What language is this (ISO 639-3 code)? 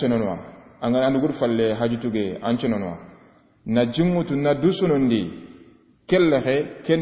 snk